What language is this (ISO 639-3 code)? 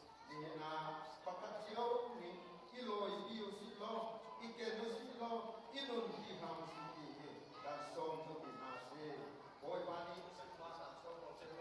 cnh